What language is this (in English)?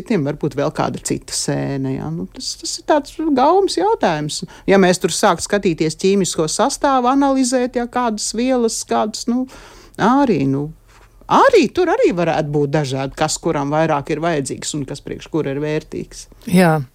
Latvian